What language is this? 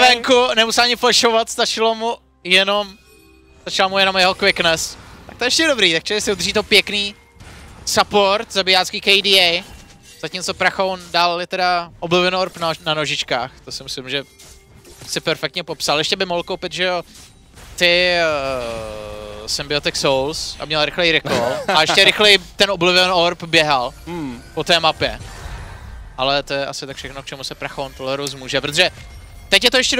Czech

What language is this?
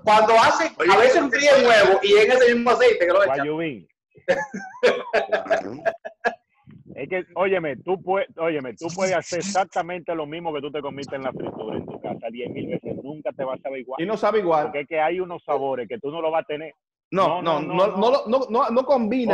Spanish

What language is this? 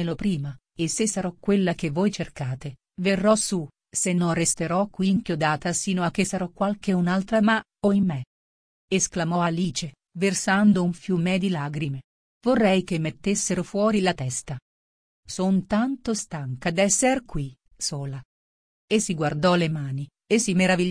Italian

